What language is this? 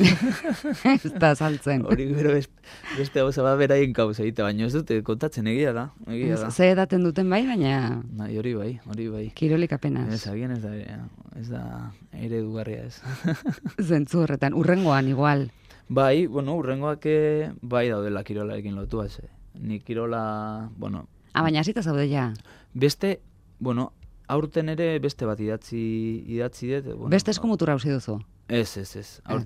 Basque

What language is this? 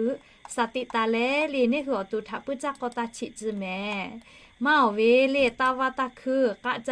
Lahu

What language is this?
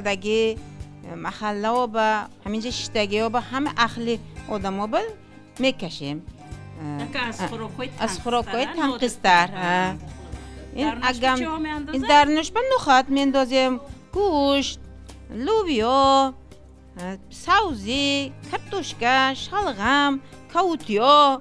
Tajik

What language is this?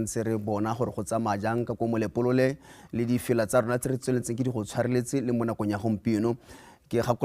Tswana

